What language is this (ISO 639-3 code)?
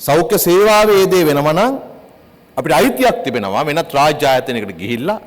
sin